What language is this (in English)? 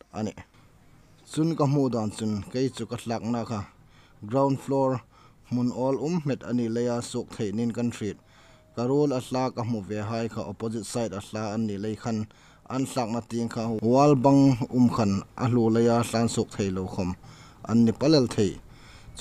Hmar